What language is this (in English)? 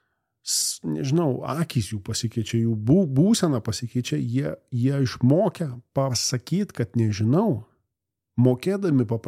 Lithuanian